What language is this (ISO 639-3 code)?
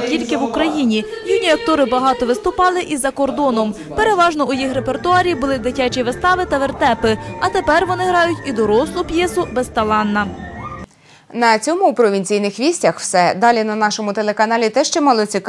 ukr